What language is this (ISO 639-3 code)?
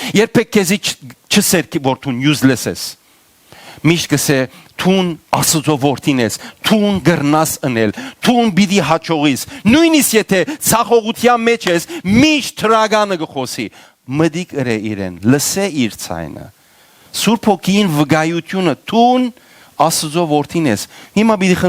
hyw